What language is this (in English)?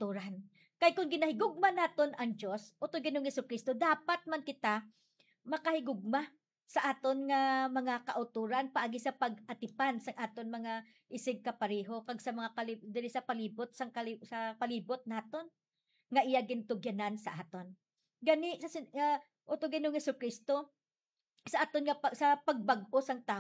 Hiligaynon